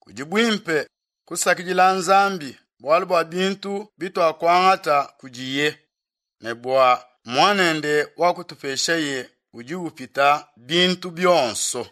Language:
Luba-Lulua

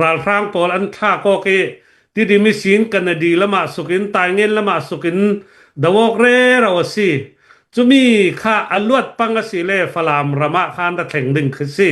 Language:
Hakha Chin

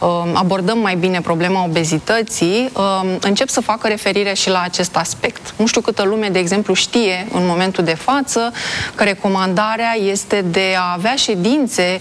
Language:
Romanian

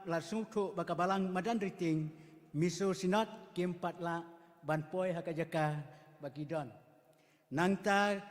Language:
Khasi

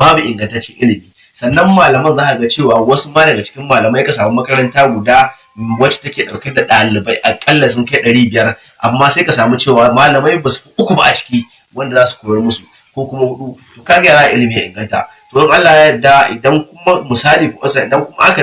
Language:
Hausa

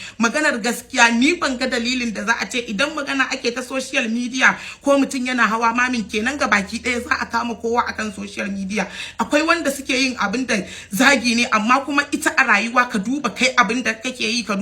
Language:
Hausa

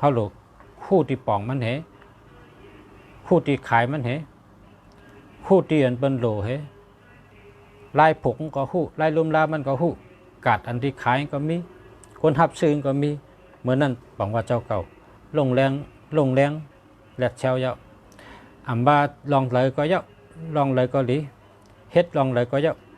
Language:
Shan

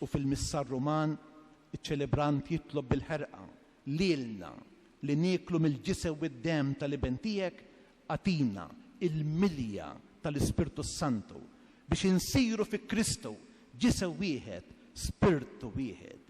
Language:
Maltese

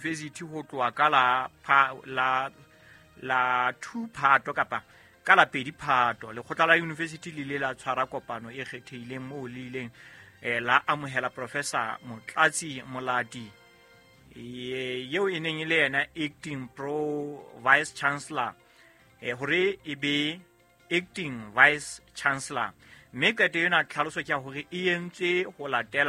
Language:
Southern Sotho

